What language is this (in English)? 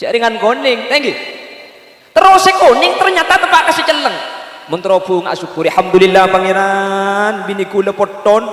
Madurese